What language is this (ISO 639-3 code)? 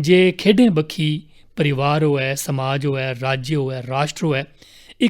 doi